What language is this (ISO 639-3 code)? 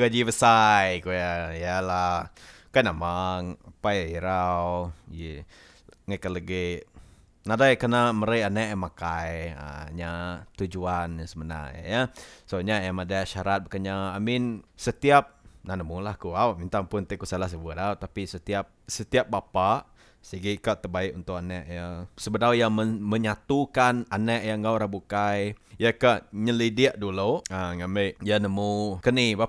iba